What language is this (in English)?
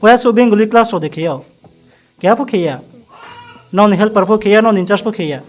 Riang (India)